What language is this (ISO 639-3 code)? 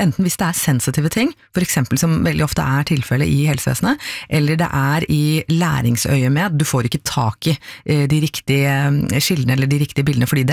nor